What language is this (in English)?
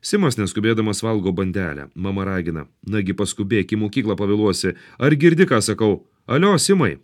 Lithuanian